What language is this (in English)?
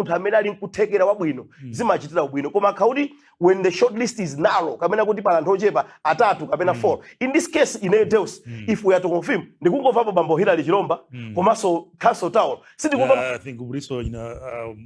Nyanja